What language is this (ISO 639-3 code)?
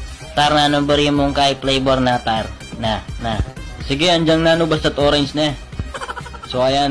pam